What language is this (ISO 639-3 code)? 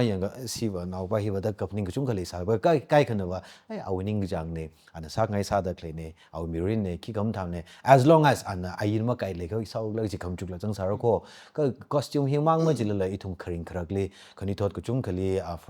nmf